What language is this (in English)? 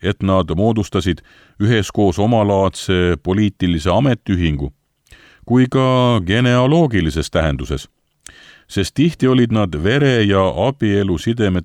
Estonian